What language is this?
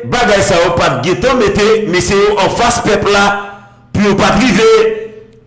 Haitian Creole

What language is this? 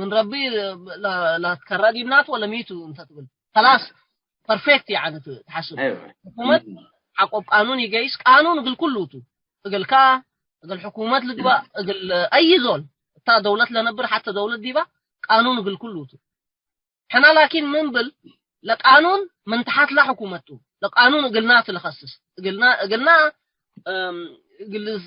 Tigre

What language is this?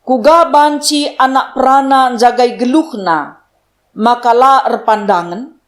Batak Karo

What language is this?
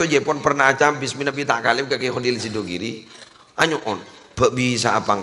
Madurese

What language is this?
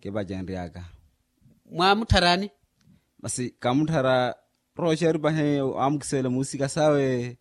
Makhuwa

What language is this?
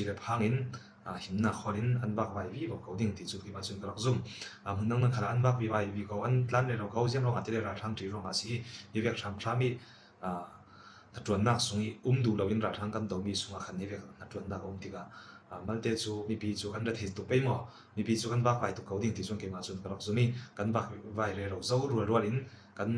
Falam Chin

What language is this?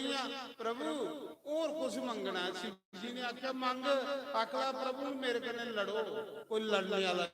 Dogri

